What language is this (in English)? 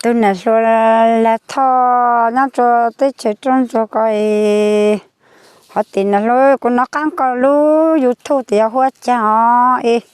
Hmong